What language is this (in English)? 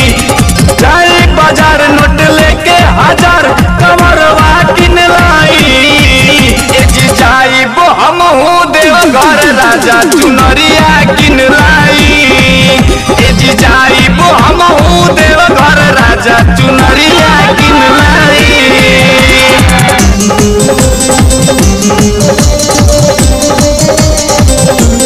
Bhojpuri